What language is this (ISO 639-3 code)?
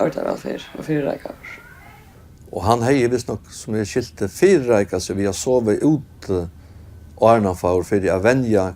fao